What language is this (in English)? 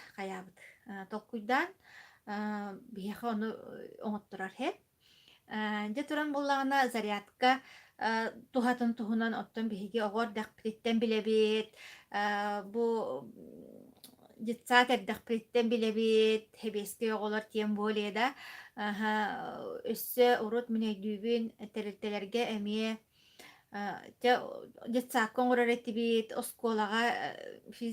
Yakut